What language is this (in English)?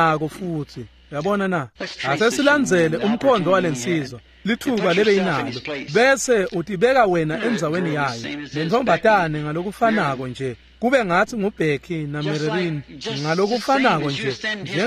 Swati